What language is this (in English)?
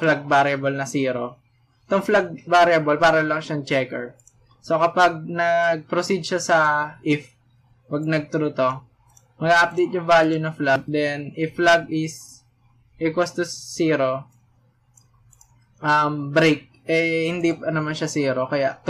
Filipino